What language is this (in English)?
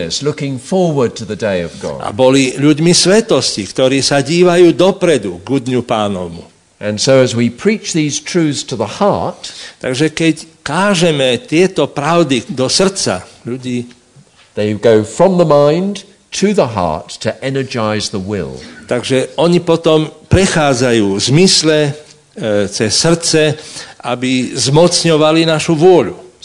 Slovak